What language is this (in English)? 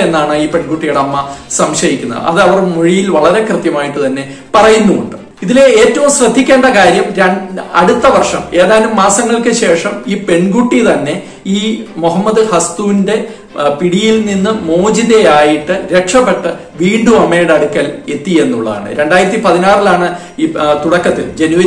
Malayalam